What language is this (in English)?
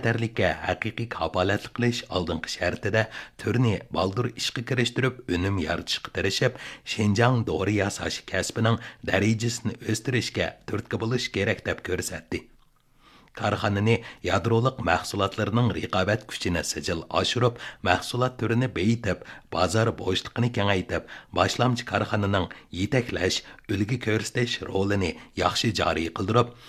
Uyghur